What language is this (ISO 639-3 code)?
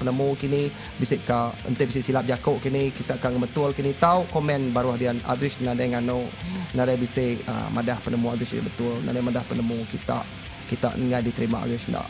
iba